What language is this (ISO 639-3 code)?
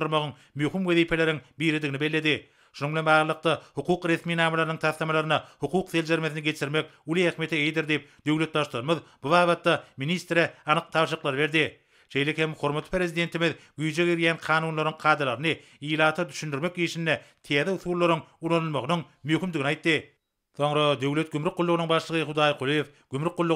tuk